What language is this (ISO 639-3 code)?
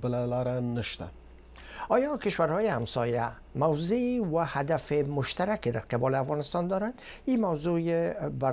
fas